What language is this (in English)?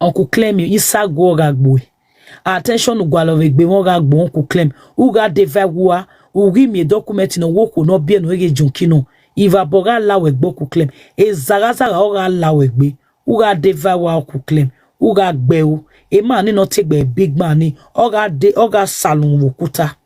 Nigerian Pidgin